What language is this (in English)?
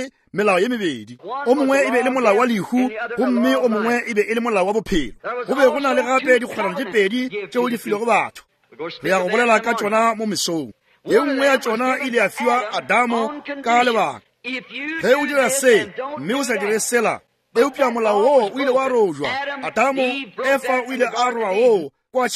Northern Sotho